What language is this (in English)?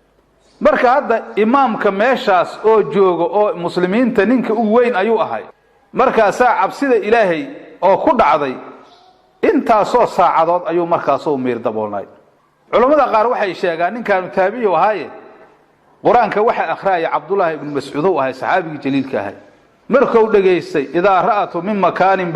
Somali